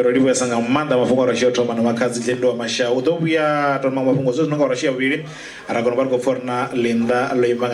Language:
Venda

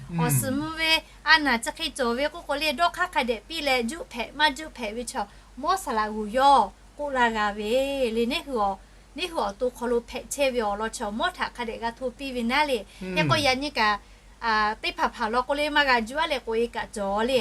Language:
Lahu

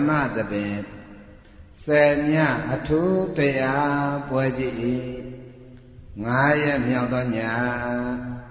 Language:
Burmese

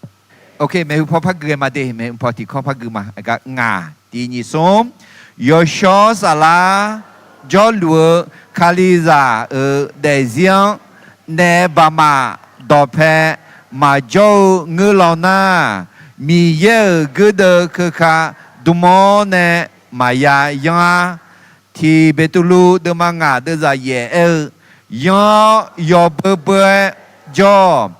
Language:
Akha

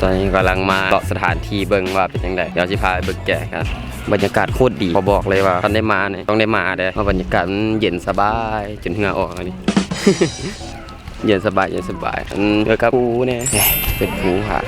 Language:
Lao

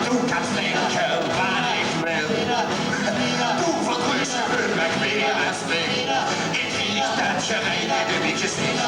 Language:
Limburgish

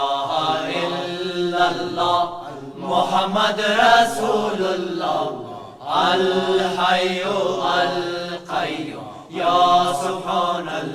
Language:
Persian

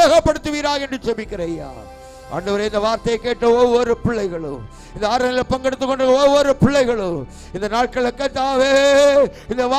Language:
Tamil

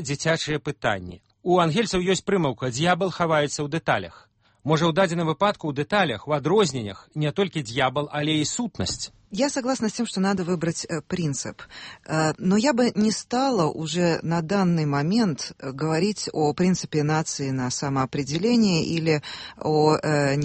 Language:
Belarusian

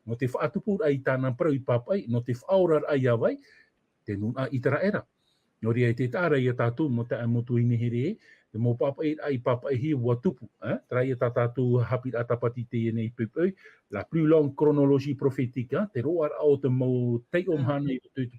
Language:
Tahitian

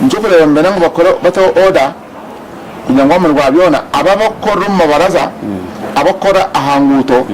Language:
Nyankole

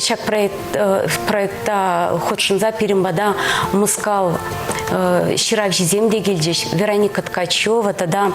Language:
Chuvash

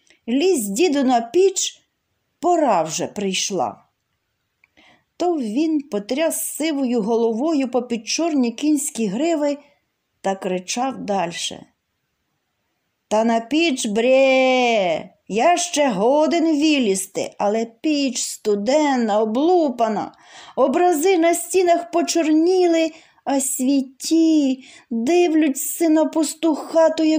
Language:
Ukrainian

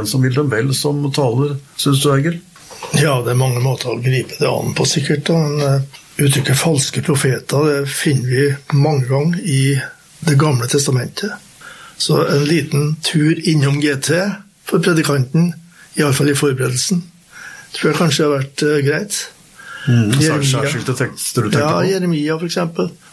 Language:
Norwegian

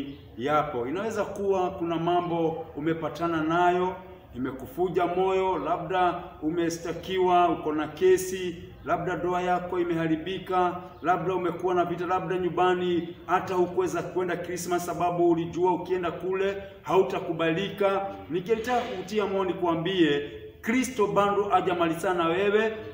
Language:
Swahili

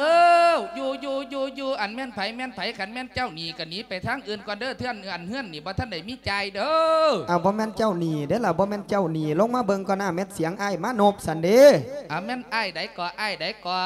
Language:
Lao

